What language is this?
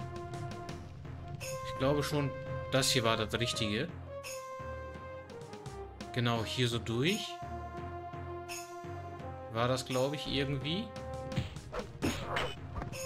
German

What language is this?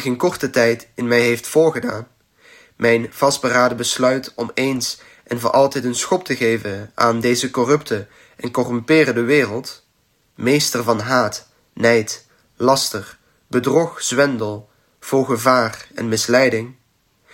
Dutch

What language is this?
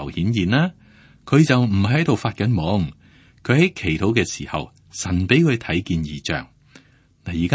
Cantonese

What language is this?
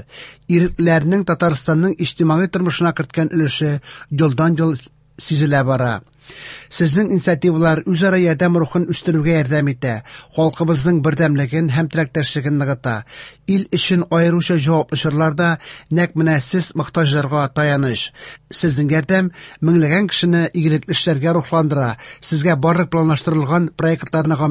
Tatar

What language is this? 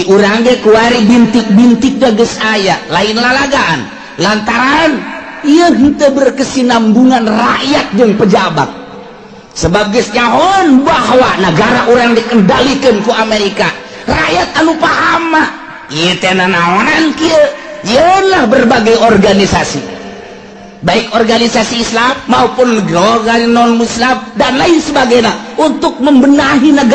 Sundanese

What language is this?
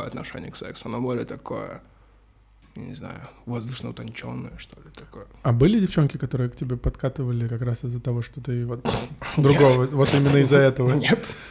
Russian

